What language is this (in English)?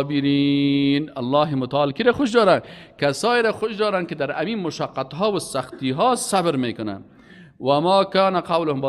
Persian